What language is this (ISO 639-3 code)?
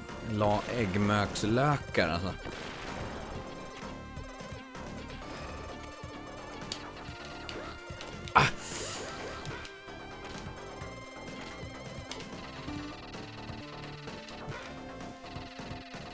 swe